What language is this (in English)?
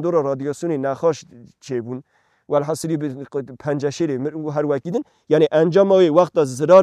Kurdish